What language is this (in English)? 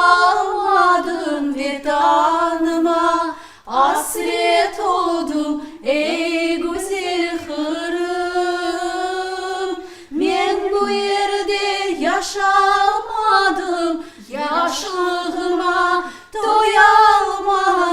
Crimean Tatar